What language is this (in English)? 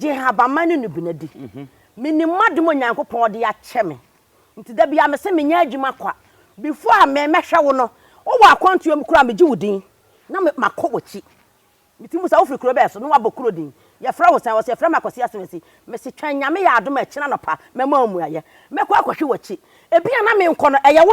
Akan